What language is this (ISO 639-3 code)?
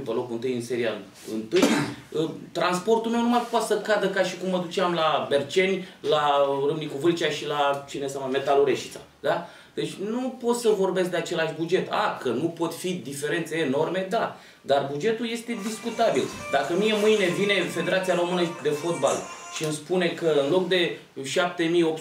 ron